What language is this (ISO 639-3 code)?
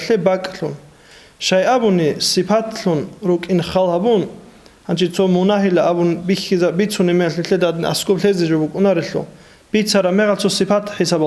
ava